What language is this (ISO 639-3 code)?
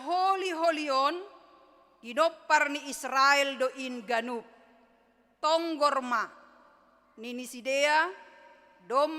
bts